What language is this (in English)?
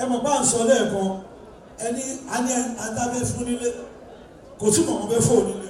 Yoruba